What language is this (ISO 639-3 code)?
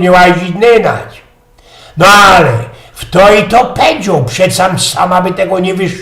szl